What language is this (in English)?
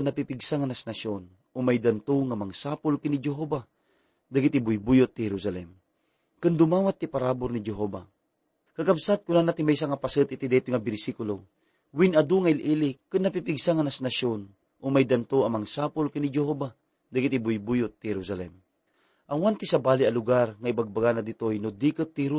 Iloko